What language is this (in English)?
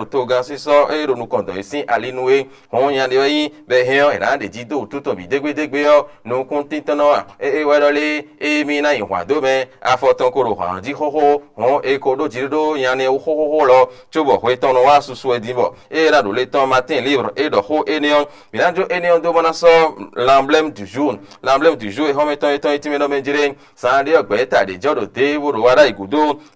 Fon